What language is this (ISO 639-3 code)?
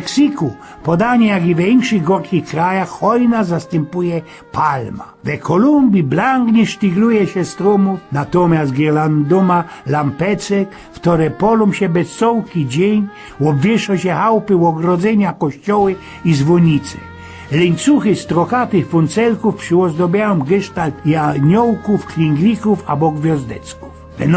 szl